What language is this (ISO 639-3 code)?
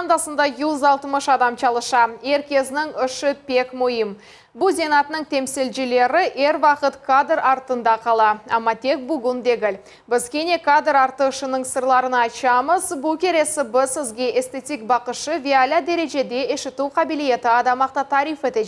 crh